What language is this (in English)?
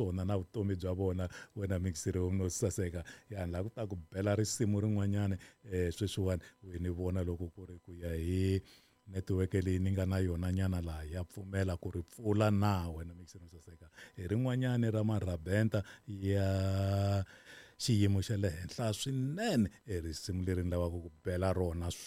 Tsonga